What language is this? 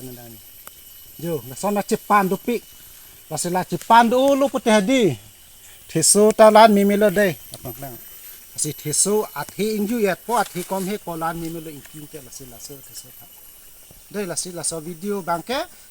Karbi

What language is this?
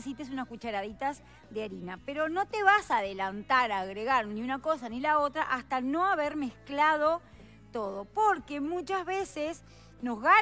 Spanish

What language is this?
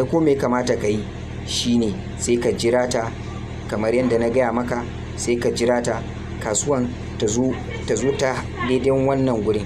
Hausa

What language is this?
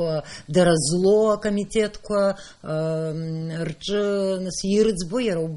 Abkhazian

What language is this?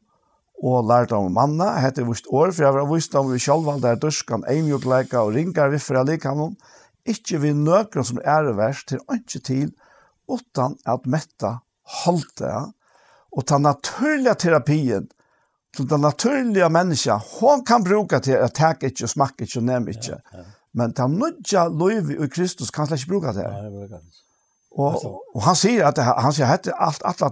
Faroese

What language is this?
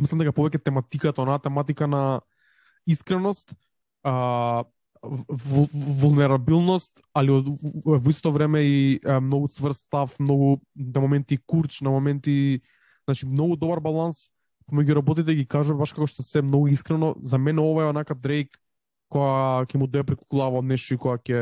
Macedonian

